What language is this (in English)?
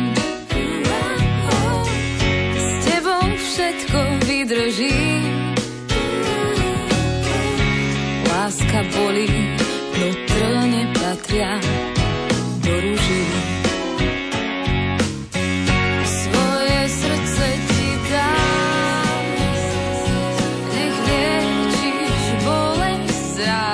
Slovak